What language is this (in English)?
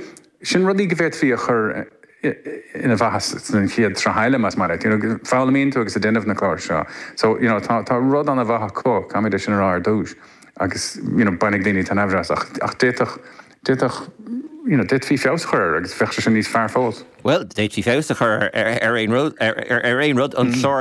Irish